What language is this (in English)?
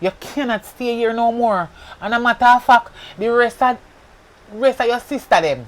Jamaican Creole English